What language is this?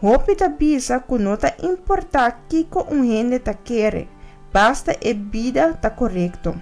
Papiamento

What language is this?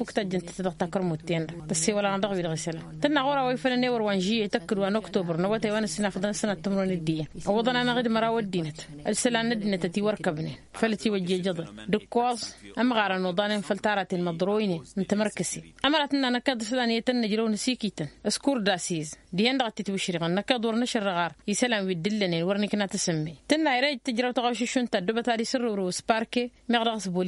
Tamasheq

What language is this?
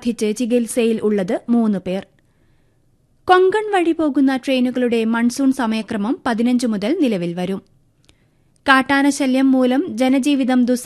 Malayalam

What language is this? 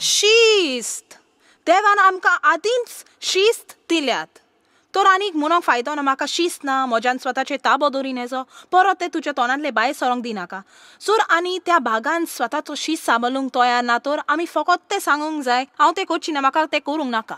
Konkani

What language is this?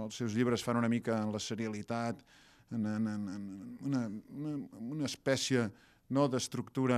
Catalan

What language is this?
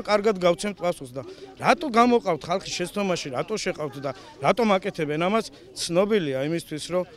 Georgian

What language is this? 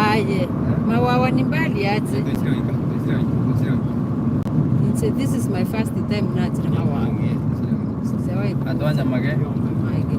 Gusii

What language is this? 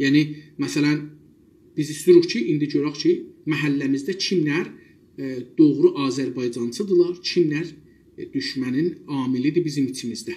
South Azerbaijani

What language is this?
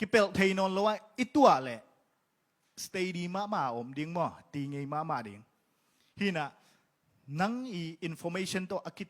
Tedim Chin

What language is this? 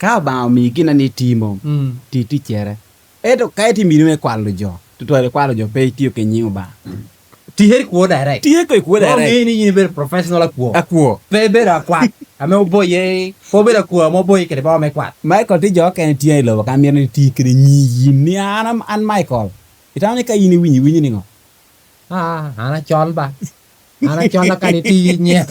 Lango (Uganda)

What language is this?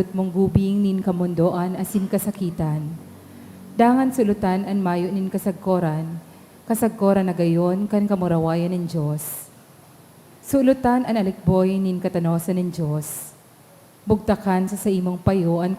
Bikol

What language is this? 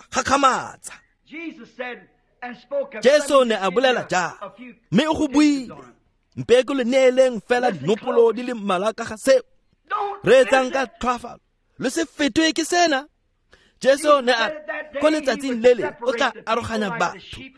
Tswana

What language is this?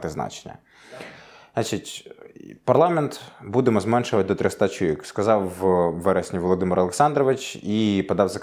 Ukrainian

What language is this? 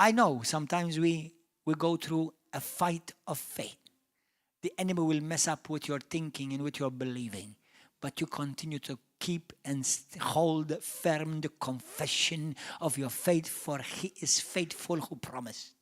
English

